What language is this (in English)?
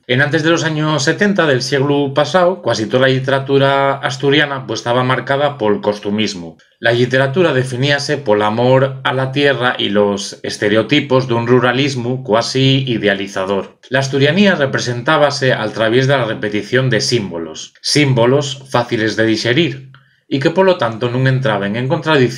Asturian